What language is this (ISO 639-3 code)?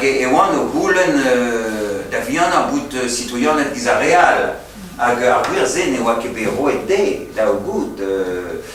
bre